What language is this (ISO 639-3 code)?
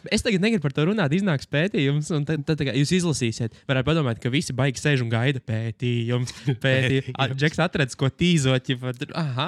lav